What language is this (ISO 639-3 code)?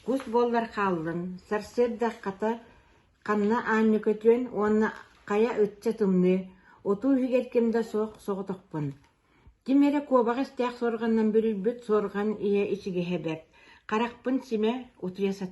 sah